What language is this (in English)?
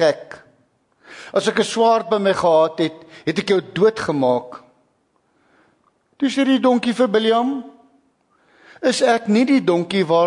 Afrikaans